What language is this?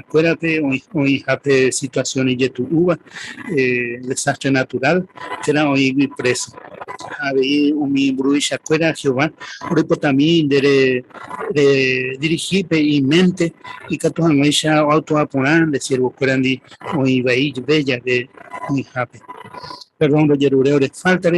Guarani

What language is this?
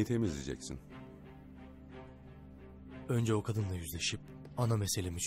Turkish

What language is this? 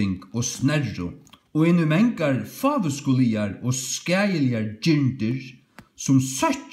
Faroese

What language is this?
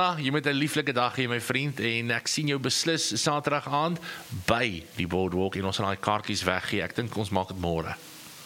Afrikaans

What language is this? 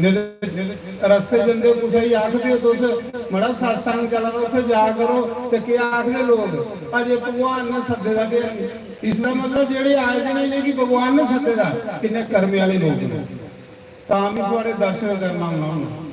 Dogri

